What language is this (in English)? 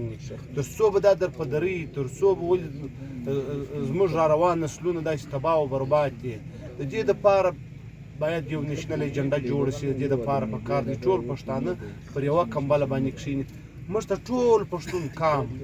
Pashto